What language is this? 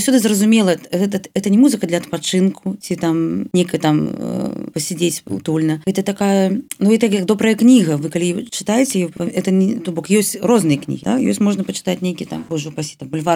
Belarusian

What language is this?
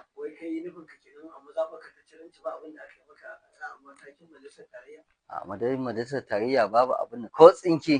Hausa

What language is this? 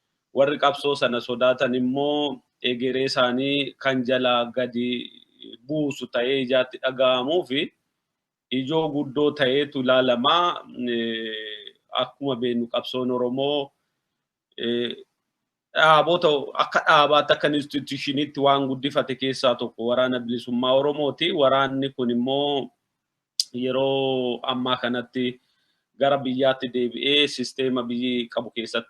Oromo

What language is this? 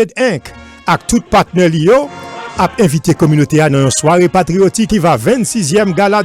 Haitian Creole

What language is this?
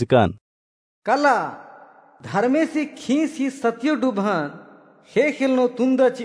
Kurukh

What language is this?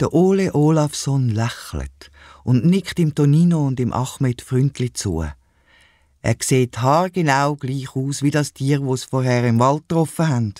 Swiss German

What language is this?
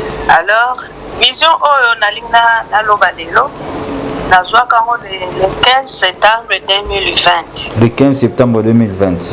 Lingala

